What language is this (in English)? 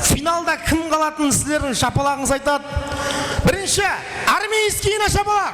Kara-Kalpak